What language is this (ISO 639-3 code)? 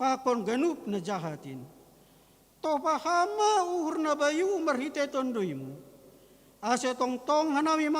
bts